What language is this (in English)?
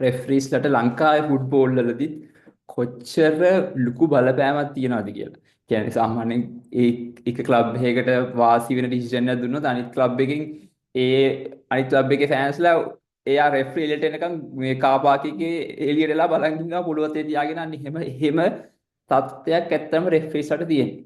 Sinhala